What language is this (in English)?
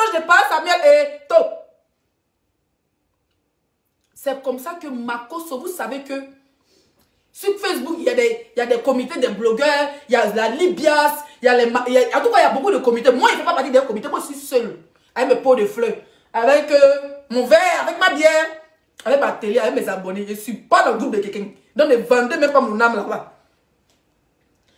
French